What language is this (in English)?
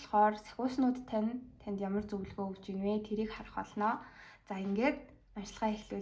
Mongolian